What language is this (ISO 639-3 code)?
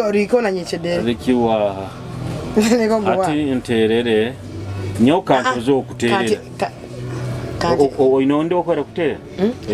nyo